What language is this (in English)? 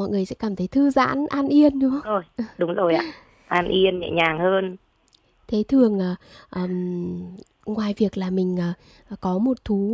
Vietnamese